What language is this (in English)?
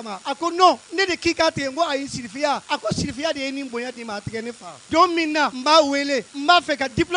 Bambara